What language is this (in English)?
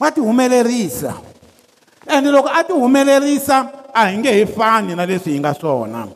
Tsonga